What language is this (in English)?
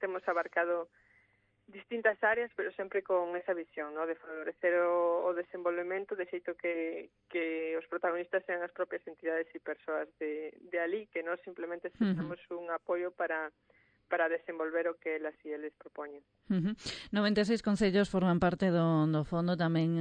Galician